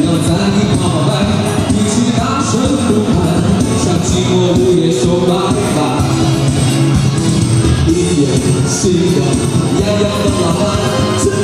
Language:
Chinese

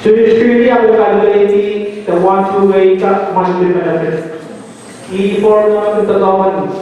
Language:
Pohnpeian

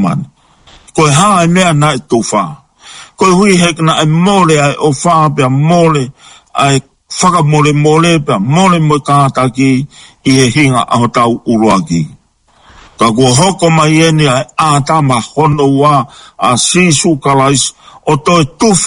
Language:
Tongan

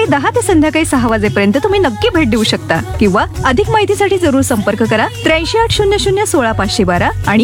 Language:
Marathi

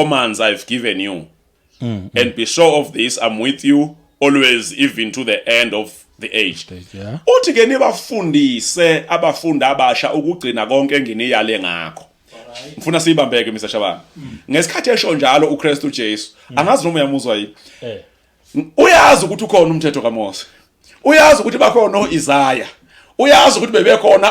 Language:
Zulu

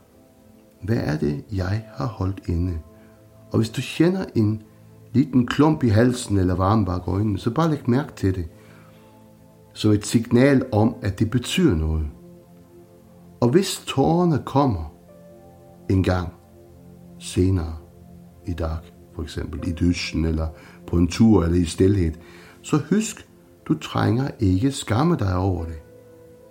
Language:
Danish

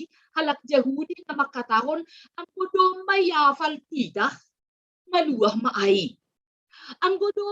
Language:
Batak Simalungun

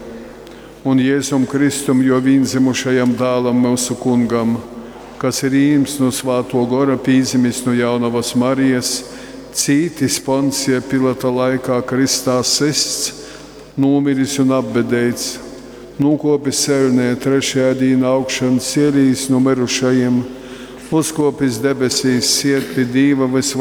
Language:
Latgalian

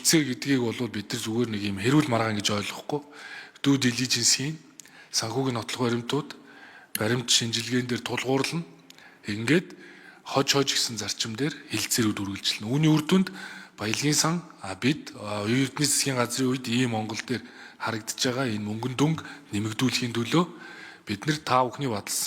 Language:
Mongolian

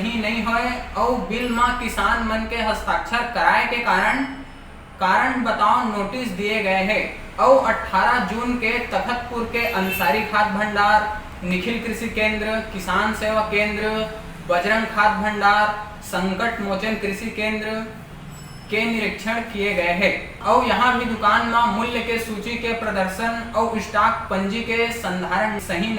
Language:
Chhattisgarhi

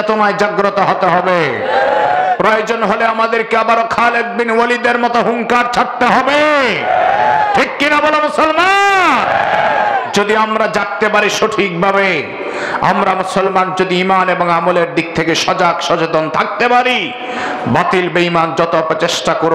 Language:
Bangla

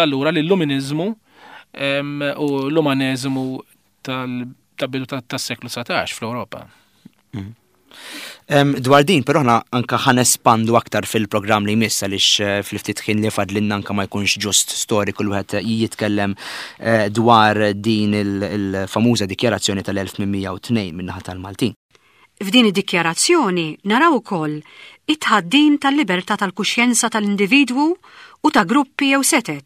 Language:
Maltese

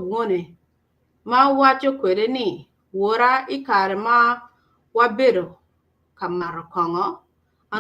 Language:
Acoli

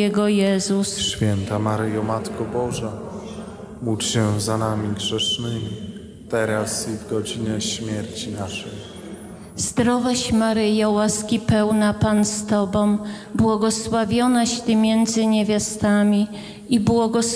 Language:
Polish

